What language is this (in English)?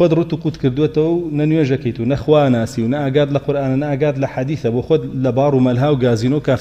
Central Kurdish